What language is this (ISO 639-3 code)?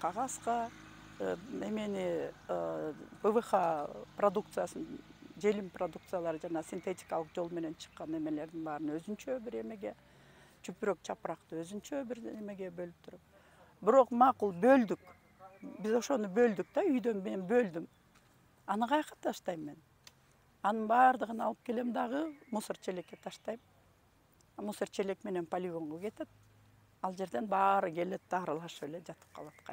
kir